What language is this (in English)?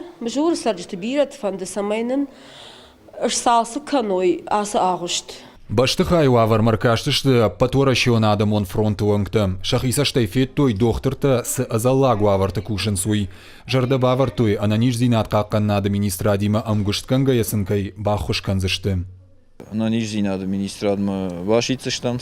Ossetic